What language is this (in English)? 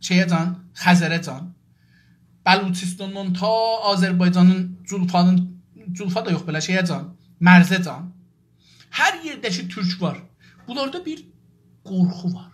South Azerbaijani